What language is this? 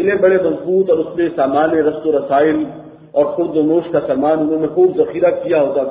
Urdu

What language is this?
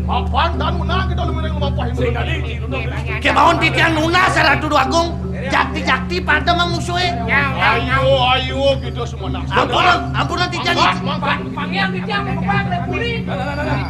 Balinese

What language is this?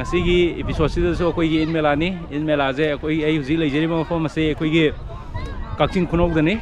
Manipuri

